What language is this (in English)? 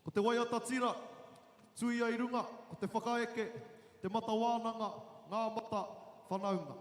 Māori